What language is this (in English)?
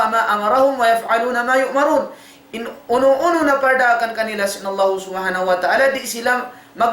Tausug